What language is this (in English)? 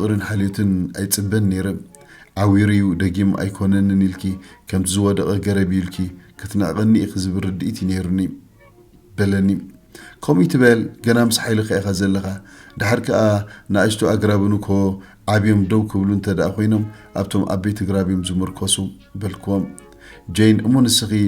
Tigrinya